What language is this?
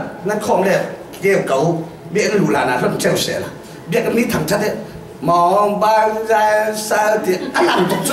Falam Chin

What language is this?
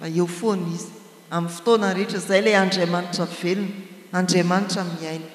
Malagasy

